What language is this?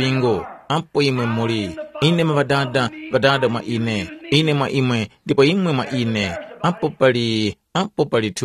Tumbuka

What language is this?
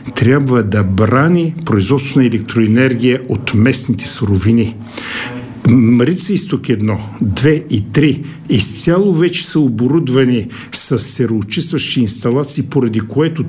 Bulgarian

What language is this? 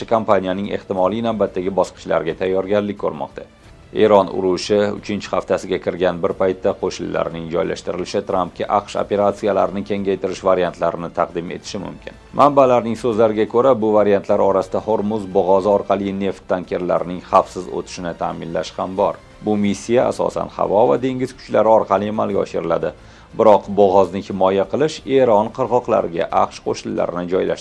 Uzbek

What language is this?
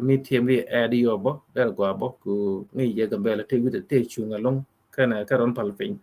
Nuer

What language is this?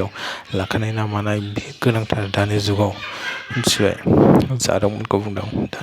Bodo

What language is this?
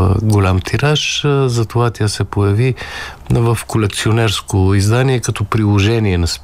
Bulgarian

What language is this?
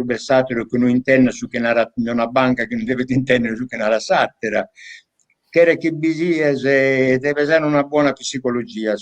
Sardinian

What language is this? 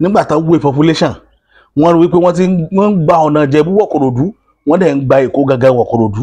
Yoruba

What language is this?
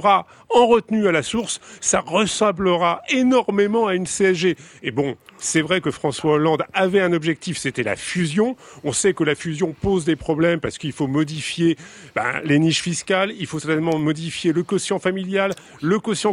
French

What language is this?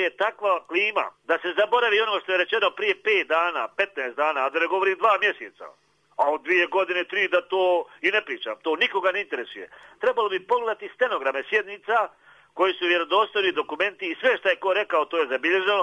Bosnian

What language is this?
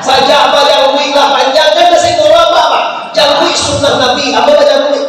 Minangkabau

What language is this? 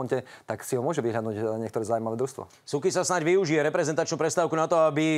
Slovak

